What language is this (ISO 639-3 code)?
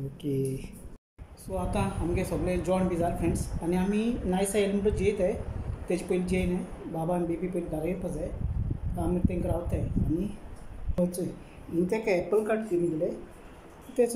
kok